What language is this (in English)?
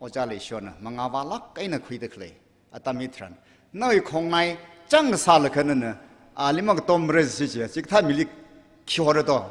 Tangkhul Naga (India)